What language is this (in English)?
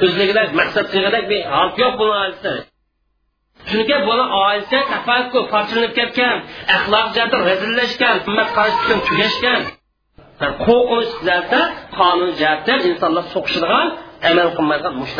Uyghur